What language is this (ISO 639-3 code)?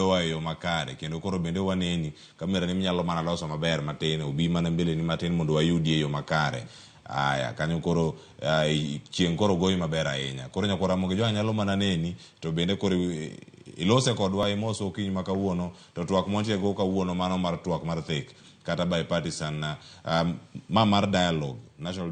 luo